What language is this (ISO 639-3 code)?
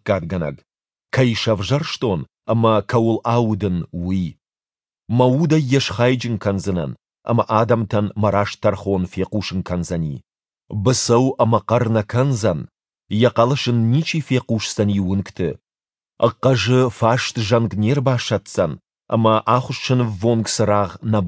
oss